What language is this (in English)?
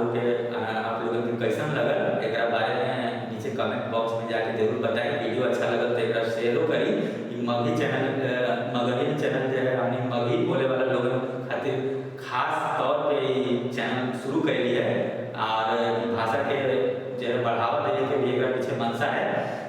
Magahi